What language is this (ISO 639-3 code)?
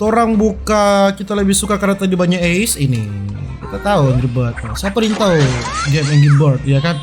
xmm